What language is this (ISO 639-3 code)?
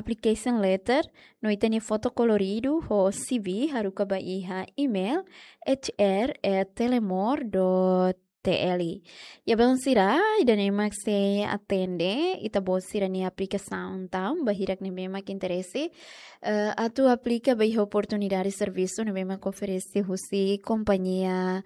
tet